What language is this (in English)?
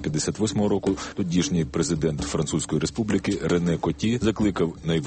Ukrainian